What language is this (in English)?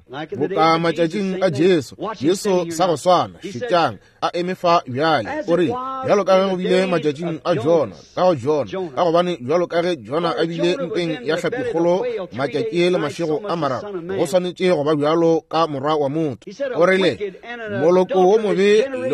Northern Sotho